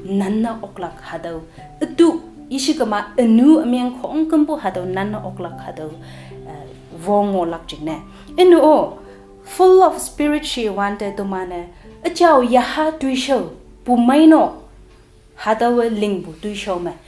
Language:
Konyak Naga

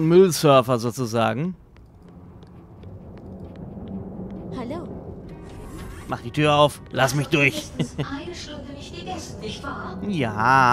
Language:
German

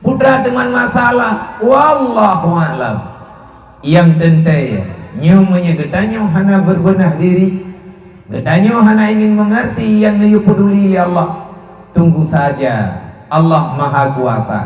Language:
Achinese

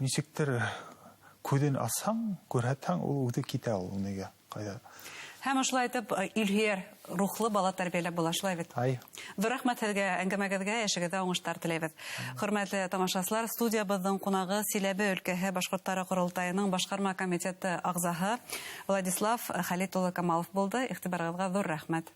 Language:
Bashkir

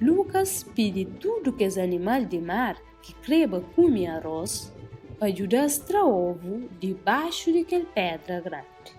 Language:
Kabuverdianu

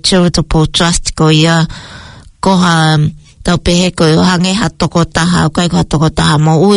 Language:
Tongan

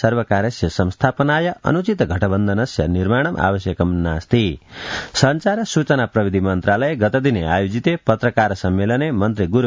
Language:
Sanskrit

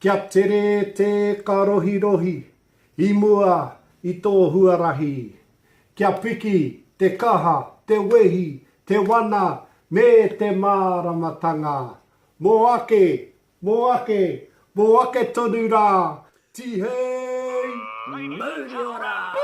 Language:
Māori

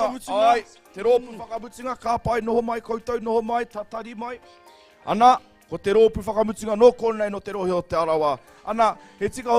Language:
Māori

